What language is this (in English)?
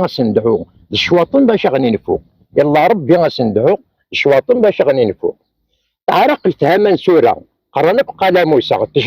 Kabyle